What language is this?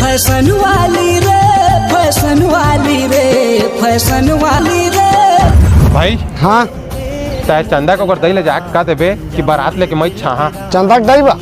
Chhattisgarhi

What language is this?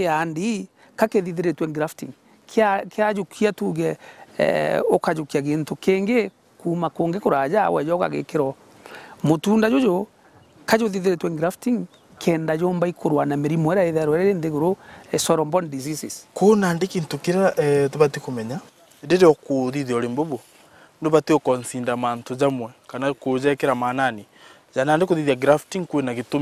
Meru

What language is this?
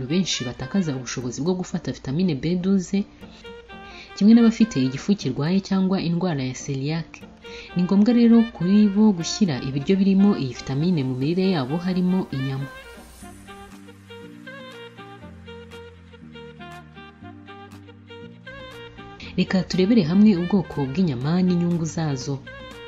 Kinyarwanda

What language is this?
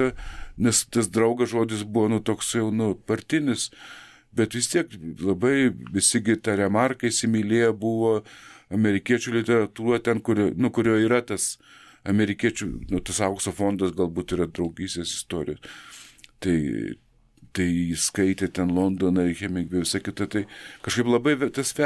Lithuanian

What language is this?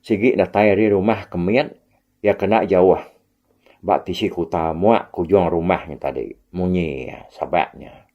Iban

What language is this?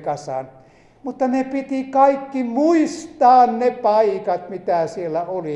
Finnish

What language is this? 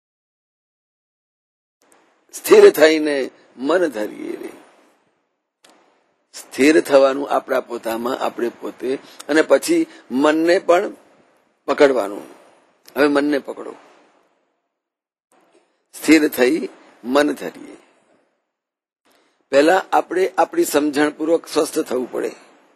Gujarati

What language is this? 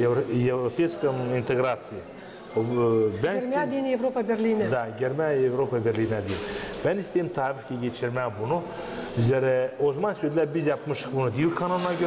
Gagauz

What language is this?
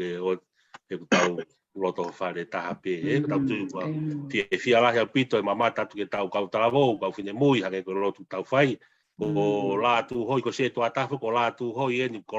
Tongan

